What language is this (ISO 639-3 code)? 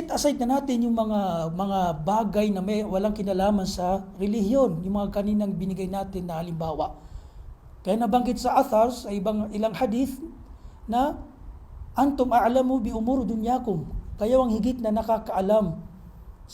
mrw